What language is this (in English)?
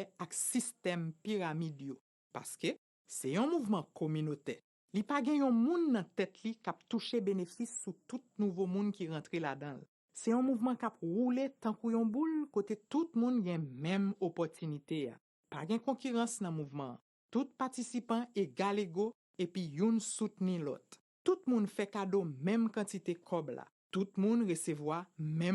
Haitian Creole